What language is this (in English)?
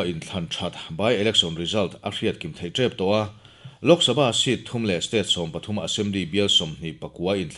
Mizo